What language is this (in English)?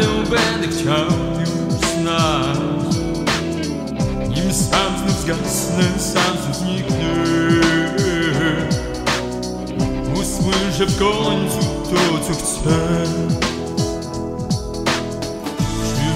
Polish